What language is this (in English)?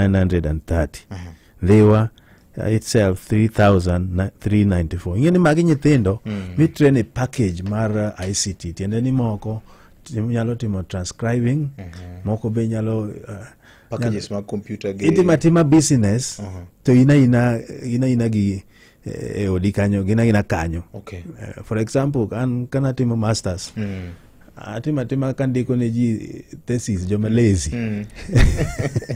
Luo (Kenya and Tanzania)